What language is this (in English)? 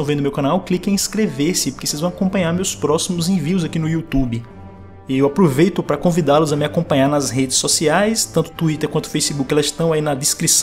Portuguese